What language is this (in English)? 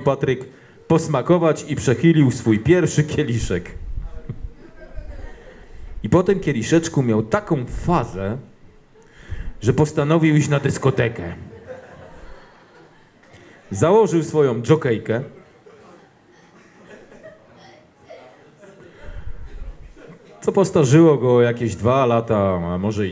Polish